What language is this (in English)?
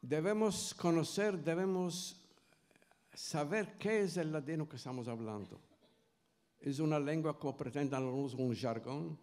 Ladino